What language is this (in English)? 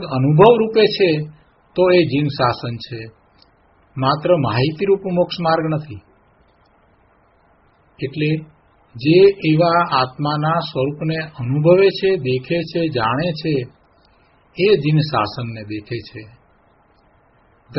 Gujarati